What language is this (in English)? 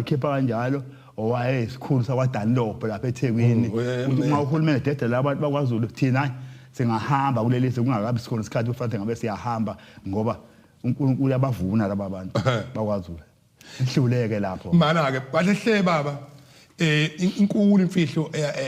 Zulu